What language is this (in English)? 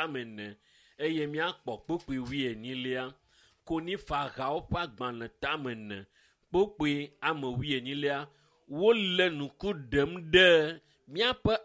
Ewe